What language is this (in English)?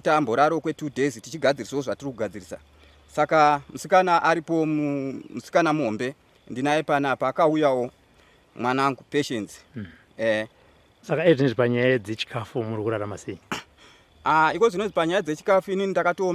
Shona